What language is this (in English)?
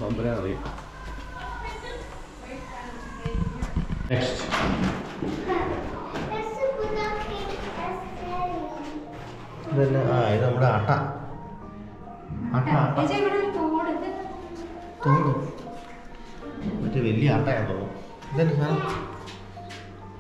Malayalam